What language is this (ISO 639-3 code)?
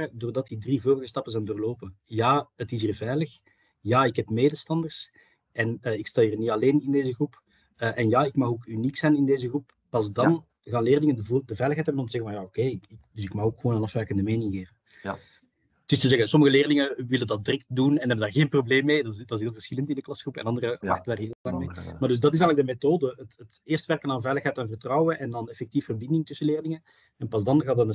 nld